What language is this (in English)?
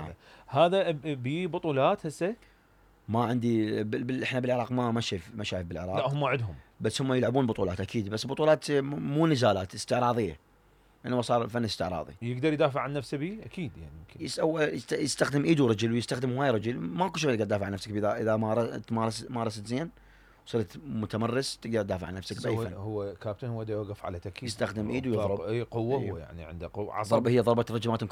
Mesopotamian Arabic